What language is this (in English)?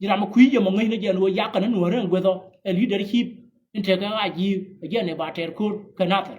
Nuer